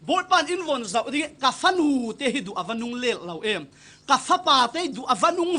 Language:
Falam Chin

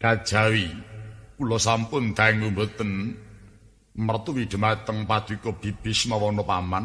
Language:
Javanese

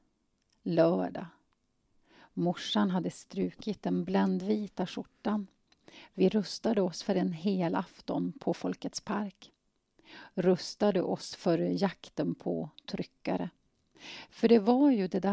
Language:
Swedish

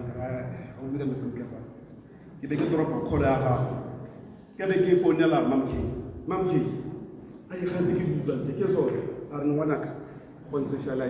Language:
Tswana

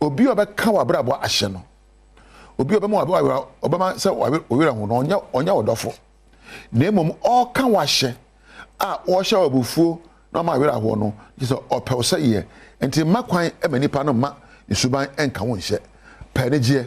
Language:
Akan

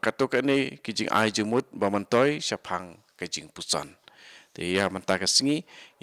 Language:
Khasi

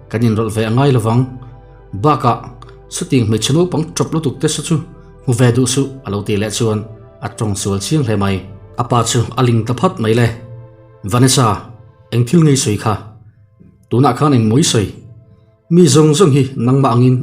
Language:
Mizo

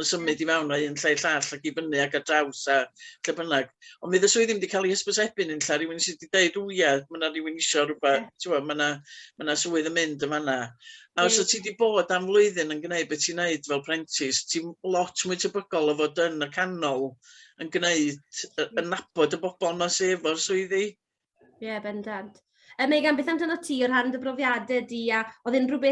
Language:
Welsh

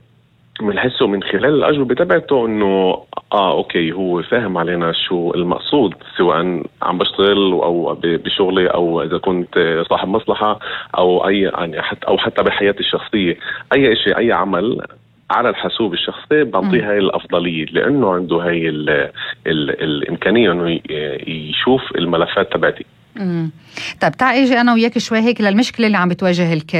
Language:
North Levantine Arabic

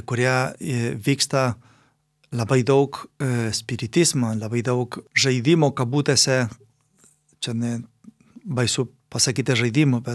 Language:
Lithuanian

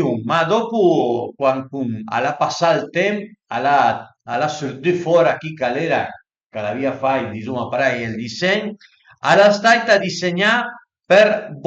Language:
Piedmontese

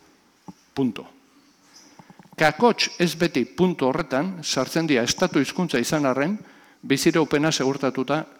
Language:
Basque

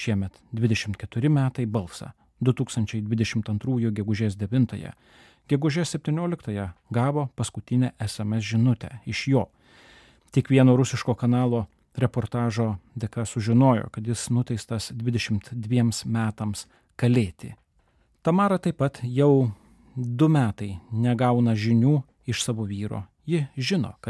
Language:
Lithuanian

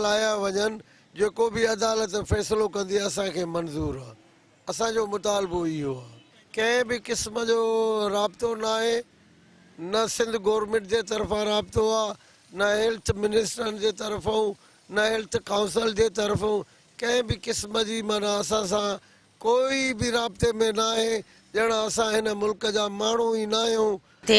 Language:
Sindhi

